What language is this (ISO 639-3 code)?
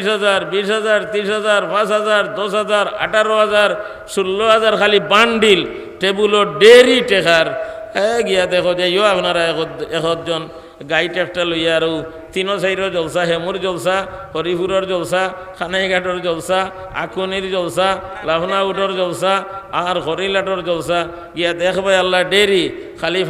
syl